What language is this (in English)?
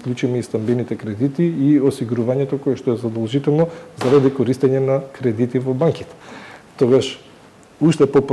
Macedonian